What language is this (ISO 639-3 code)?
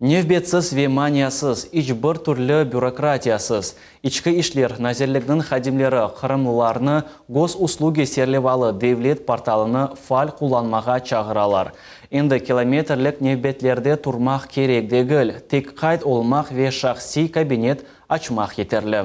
crh